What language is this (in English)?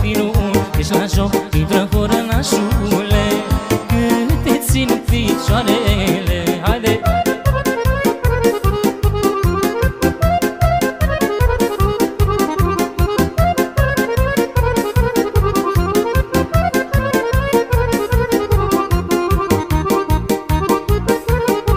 Romanian